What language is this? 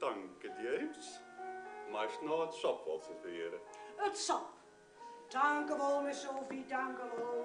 Western Frisian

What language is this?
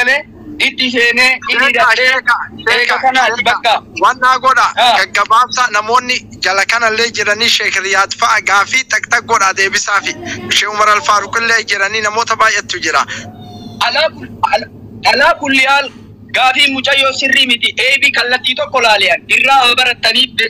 Oromo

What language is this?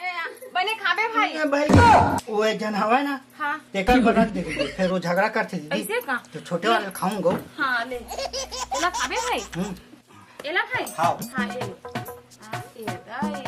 Chhattisgarhi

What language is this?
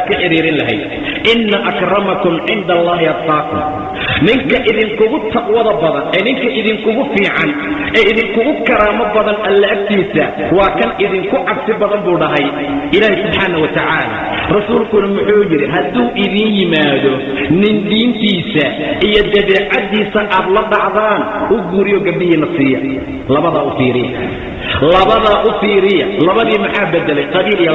Somali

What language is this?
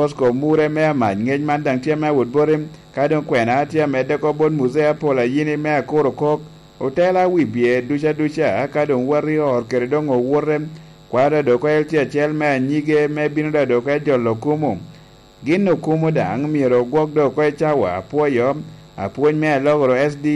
Lango (Uganda)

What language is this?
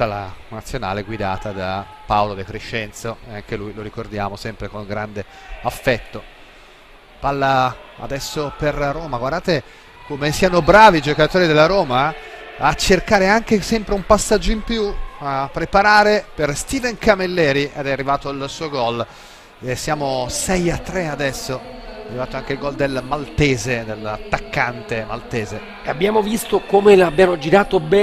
Italian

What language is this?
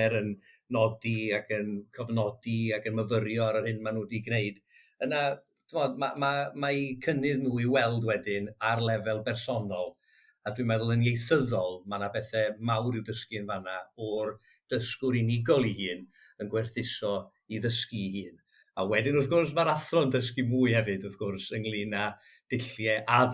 Welsh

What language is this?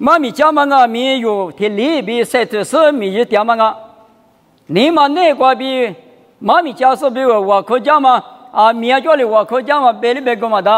Lisu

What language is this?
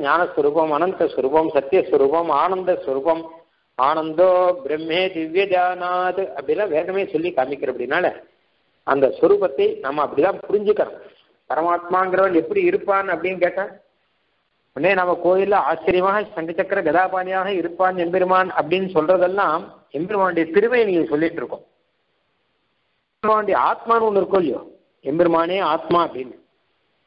Tamil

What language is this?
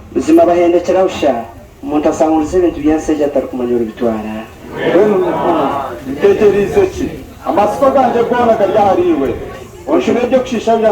Nyankole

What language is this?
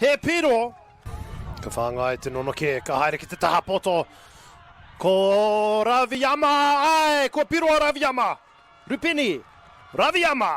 Māori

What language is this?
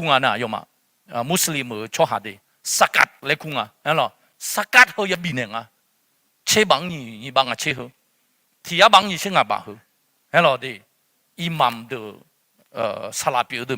Akha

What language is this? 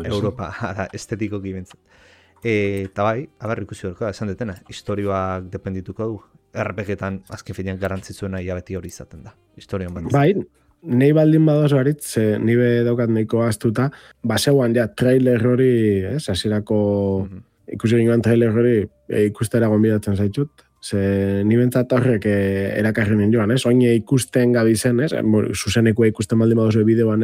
Basque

